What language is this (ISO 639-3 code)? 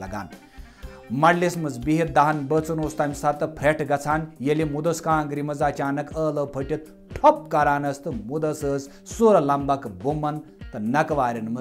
kas